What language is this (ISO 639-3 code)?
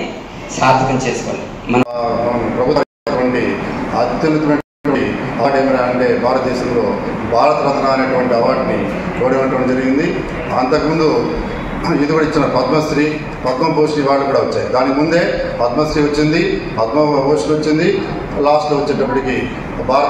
tel